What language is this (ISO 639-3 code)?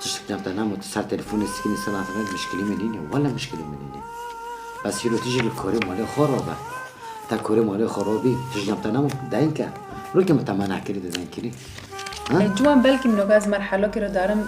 kur